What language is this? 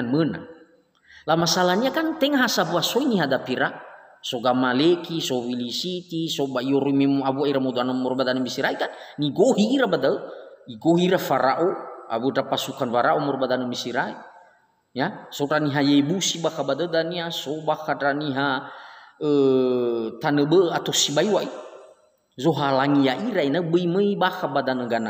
Nias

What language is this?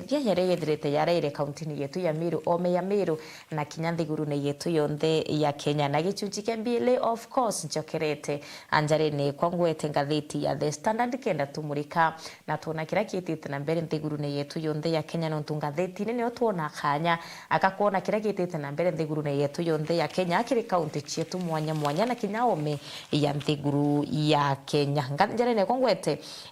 Meru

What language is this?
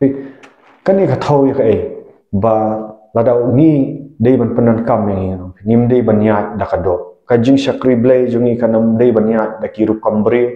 Khasi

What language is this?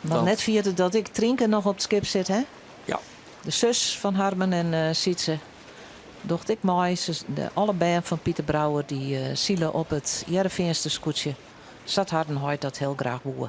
Western Frisian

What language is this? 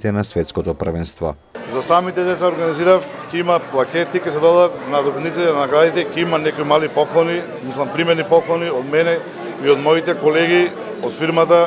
Macedonian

